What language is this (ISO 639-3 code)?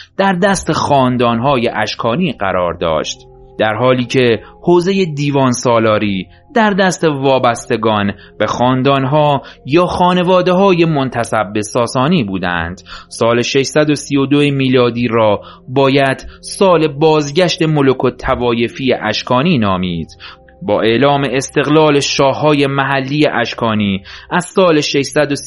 fas